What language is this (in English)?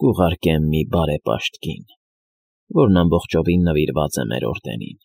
Armenian